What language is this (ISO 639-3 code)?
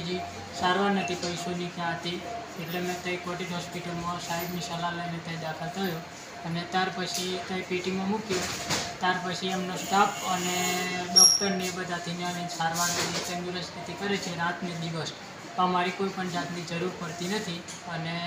guj